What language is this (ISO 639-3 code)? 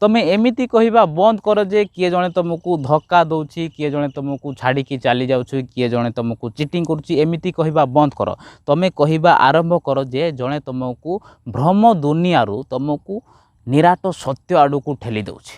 ori